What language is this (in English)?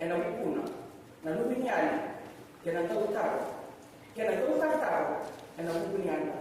Fijian